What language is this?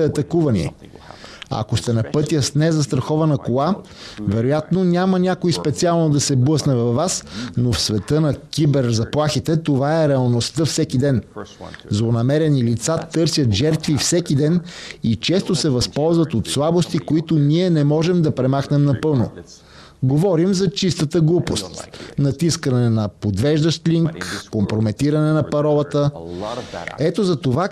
Bulgarian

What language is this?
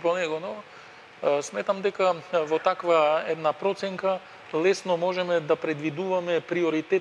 Macedonian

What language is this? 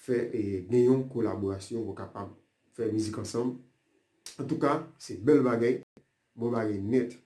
Haitian Creole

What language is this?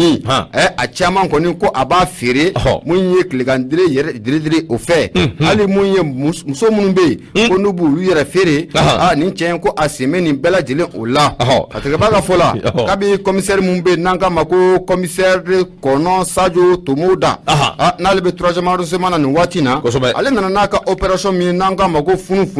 Bambara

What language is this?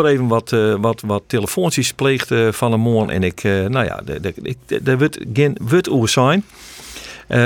Western Frisian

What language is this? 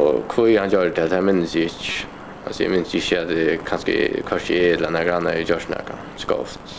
Faroese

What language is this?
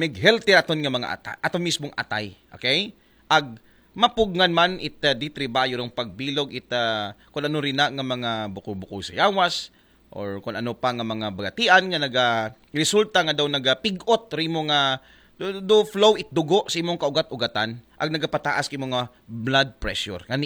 Aklanon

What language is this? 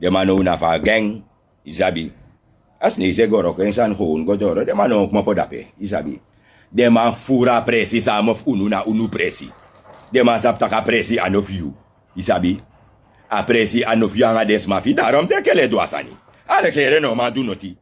Sranan Tongo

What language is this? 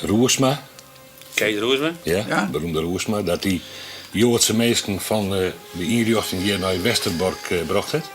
Western Frisian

